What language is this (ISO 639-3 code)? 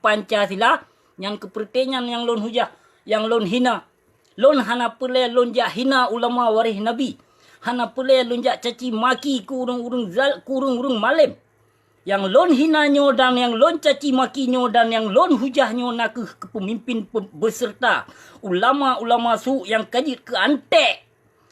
ace